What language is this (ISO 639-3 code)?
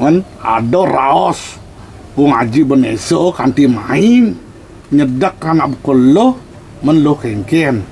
ban